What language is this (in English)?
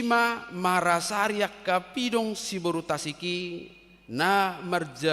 Batak Toba